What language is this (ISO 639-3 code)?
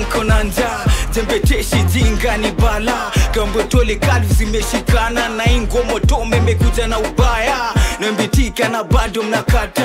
swa